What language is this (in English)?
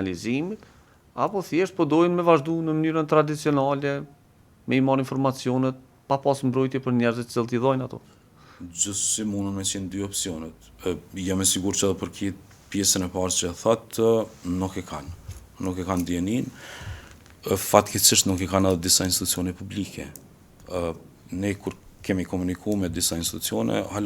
Albanian